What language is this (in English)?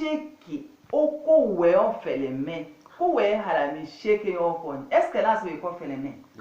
Tetela